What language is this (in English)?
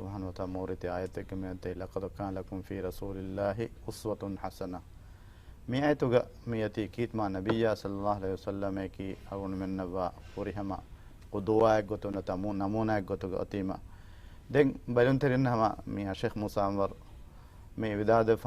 Divehi